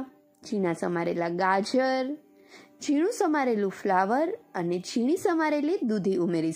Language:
Gujarati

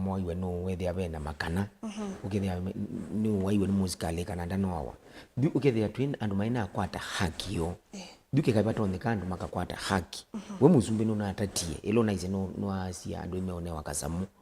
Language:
Kamba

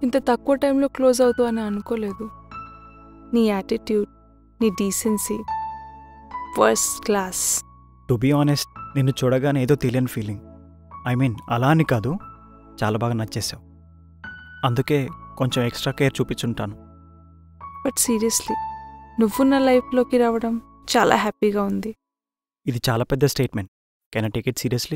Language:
Telugu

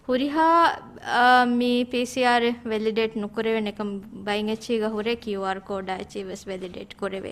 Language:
Divehi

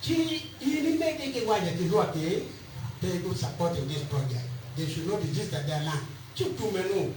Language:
Acoli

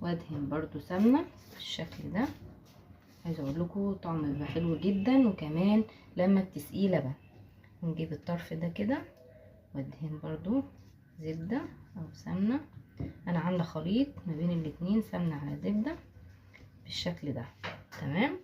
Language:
Egyptian Arabic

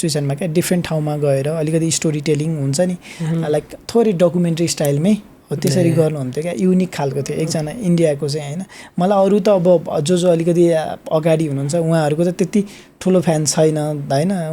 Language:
Nepali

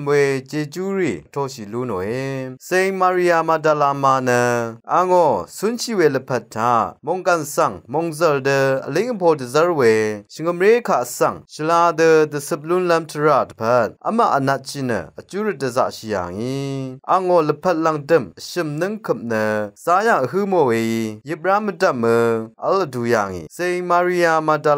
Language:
Rawang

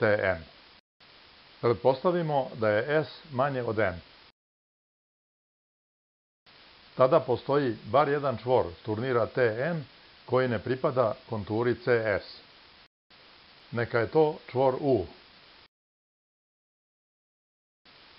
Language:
Serbian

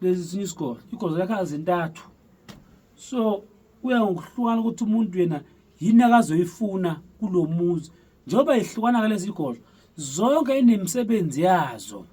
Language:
Zulu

